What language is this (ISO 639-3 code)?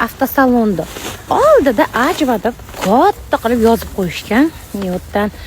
uzb